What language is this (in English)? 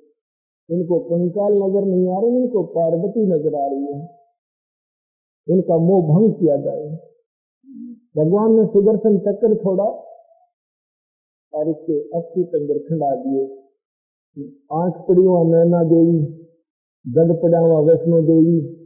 Hindi